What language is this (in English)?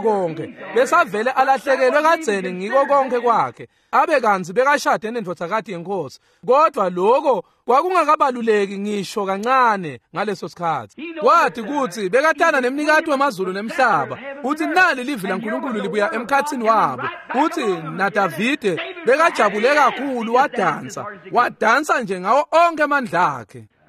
Swati